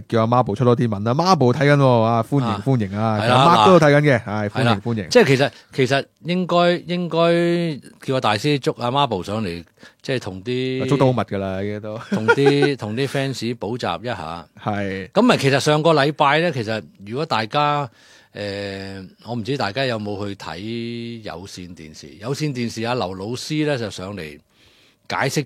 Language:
Cantonese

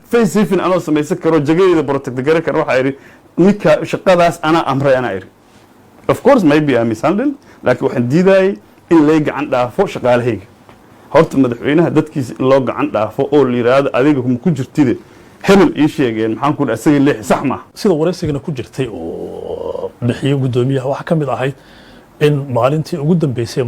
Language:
Somali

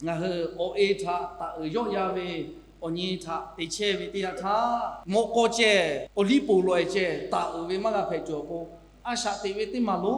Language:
Lahu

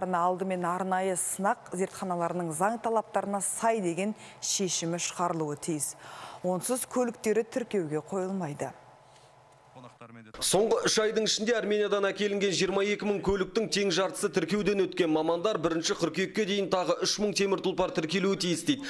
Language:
Kazakh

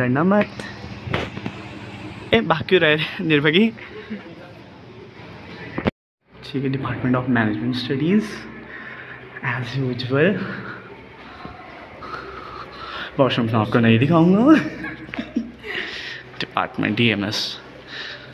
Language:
Hindi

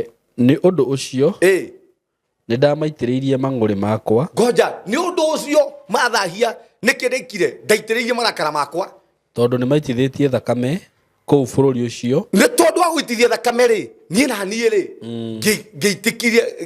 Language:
Kikuyu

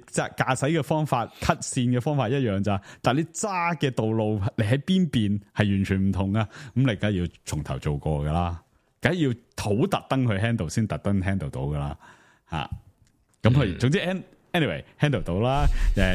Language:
Cantonese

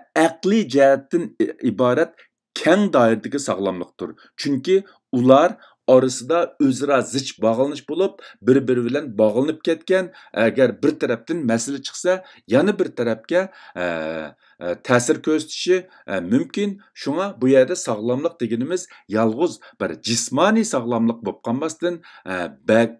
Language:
Uyghur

